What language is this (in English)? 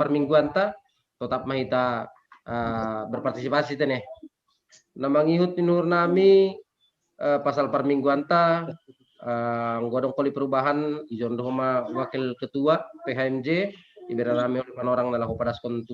Batak Simalungun